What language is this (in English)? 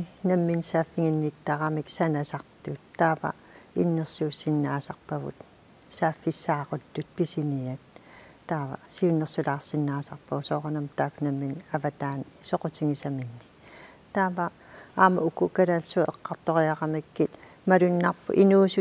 Kalaallisut